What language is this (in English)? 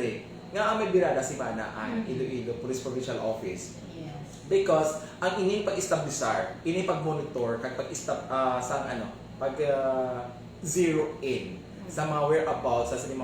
Hiligaynon